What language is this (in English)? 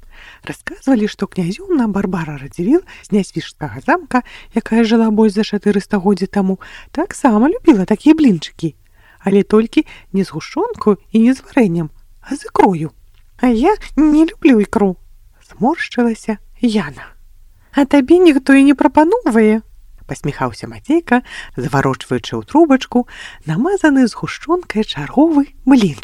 Belarusian